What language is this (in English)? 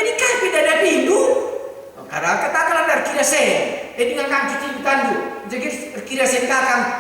Batak Karo